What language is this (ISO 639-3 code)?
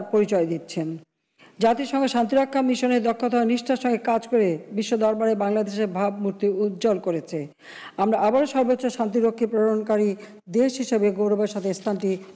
ben